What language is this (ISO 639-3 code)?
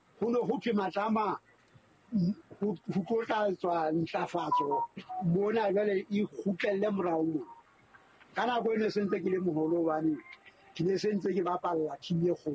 sot